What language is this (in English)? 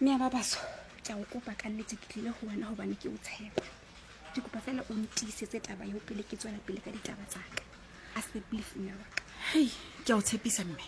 Southern Sotho